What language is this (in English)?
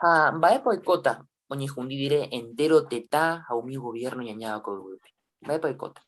Guarani